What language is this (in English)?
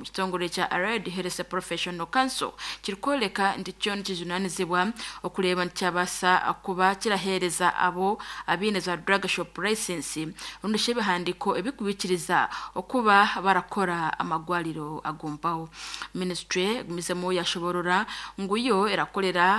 Nyankole